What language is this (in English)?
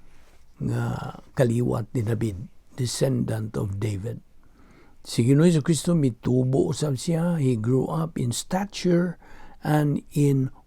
Cebuano